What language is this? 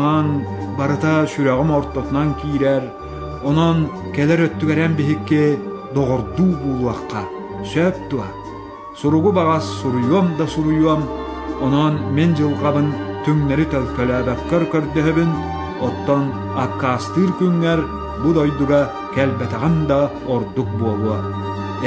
Yakut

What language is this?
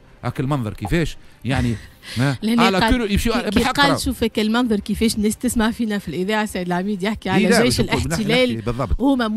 Tunisian Arabic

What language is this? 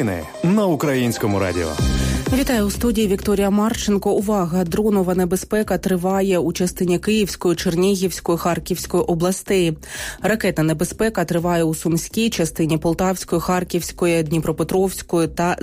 Ukrainian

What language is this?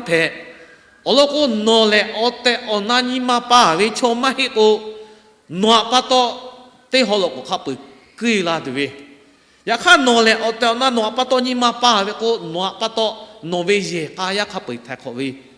Lahu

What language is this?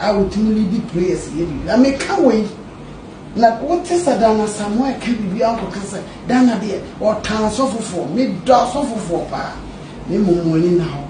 Akan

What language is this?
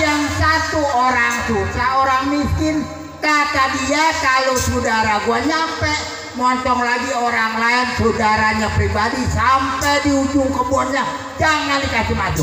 Betawi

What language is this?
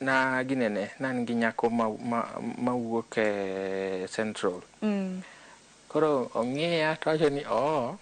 Luo (Kenya and Tanzania)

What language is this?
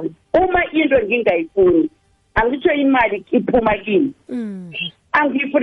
South Ndebele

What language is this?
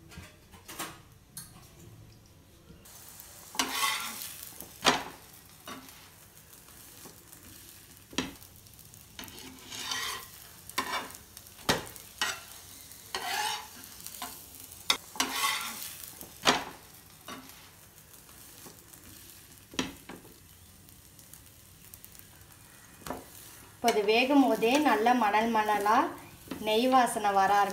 Tamil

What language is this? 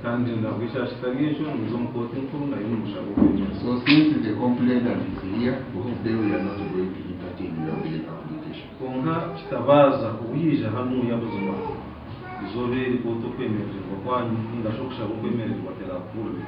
Nyankole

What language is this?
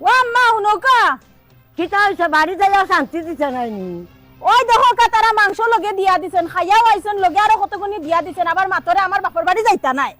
Sylheti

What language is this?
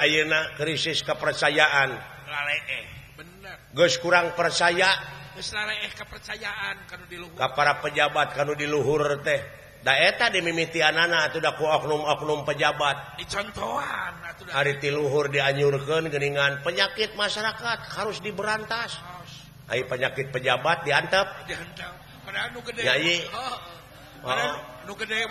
Sundanese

